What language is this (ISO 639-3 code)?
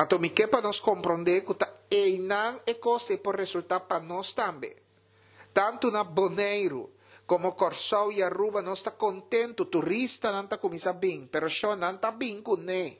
pap